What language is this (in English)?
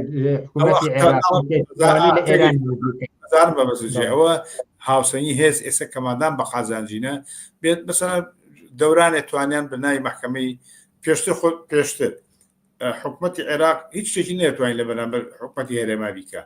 Central Kurdish